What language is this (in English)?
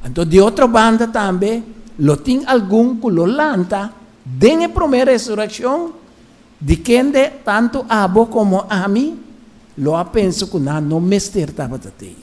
Papiamento